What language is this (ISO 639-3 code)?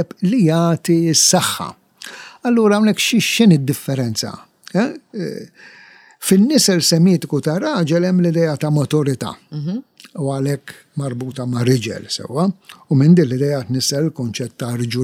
mlt